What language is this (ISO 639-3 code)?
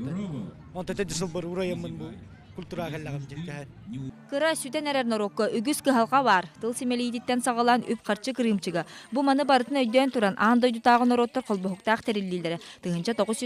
sah